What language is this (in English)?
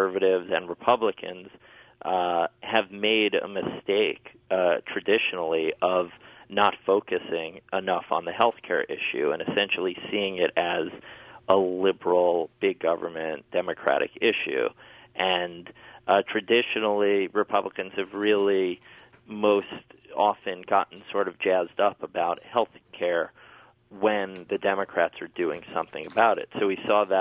English